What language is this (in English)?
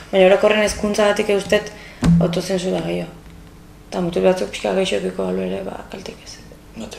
Basque